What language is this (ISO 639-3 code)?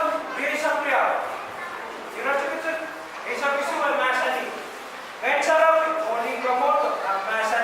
pon